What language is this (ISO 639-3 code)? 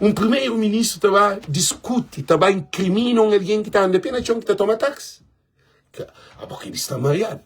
kea